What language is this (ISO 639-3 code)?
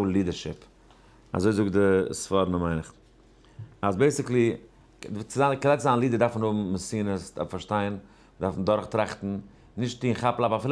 yid